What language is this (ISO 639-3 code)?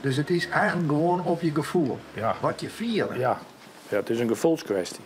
fry